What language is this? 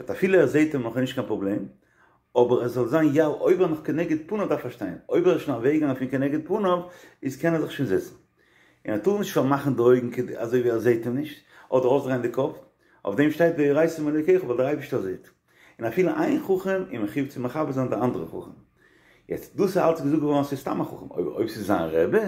Yiddish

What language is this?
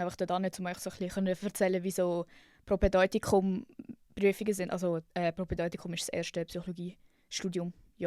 Swiss German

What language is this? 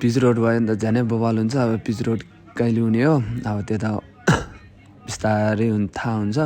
Nepali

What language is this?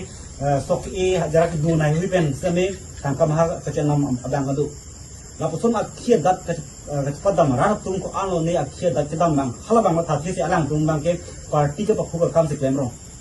Karbi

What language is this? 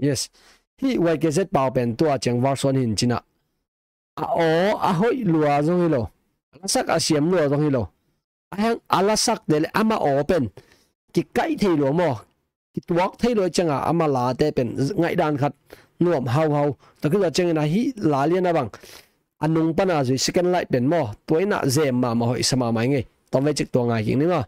Tedim Chin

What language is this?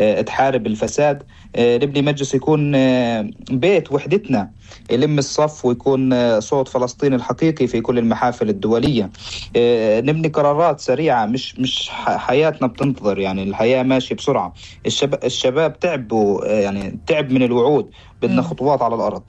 North Levantine Arabic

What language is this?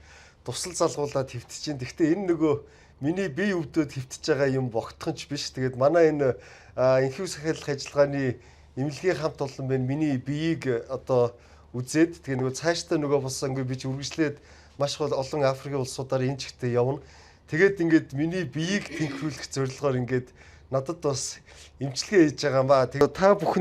Mongolian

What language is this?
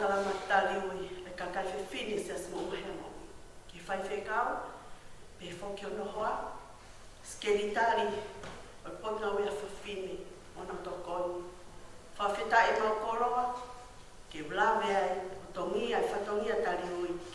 Tongan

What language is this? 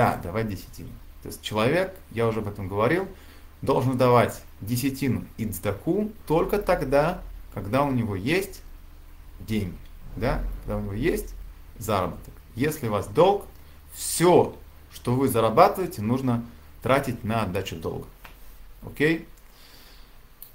Russian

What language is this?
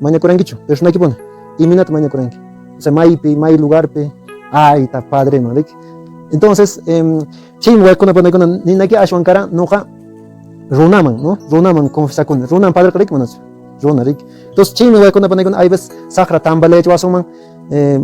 Quechua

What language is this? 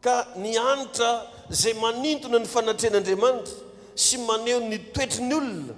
Malagasy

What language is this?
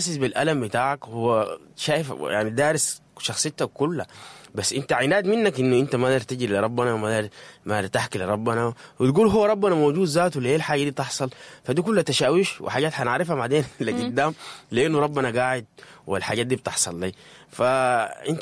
Sudanese Arabic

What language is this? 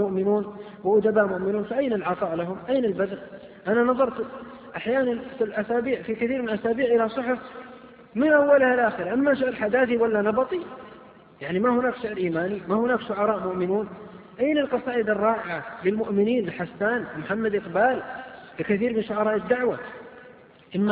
Arabic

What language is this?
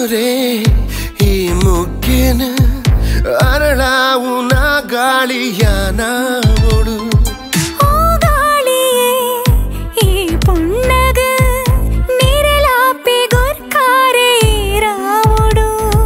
Tulu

